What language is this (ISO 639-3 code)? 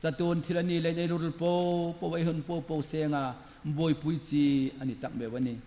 hmr